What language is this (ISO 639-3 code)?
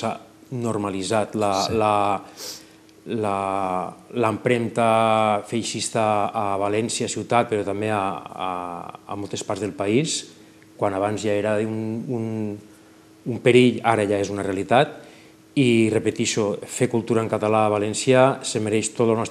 cat